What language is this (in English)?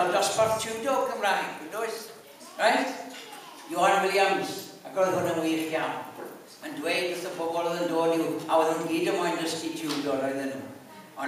Welsh